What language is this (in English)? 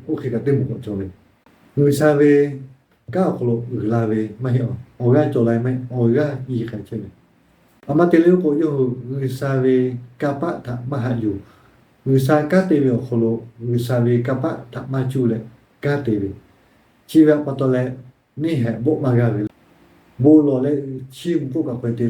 Lahu